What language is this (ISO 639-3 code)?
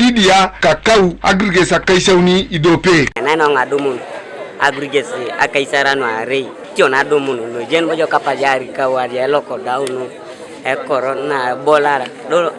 teo